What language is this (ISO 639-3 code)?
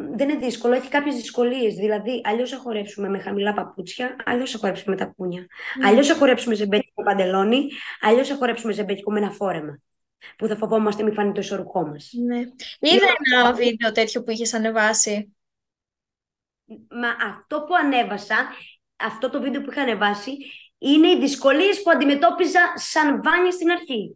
ell